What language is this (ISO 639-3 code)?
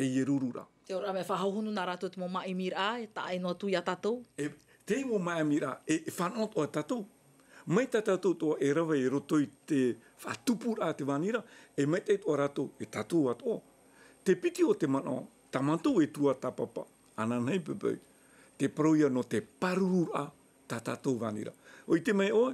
tah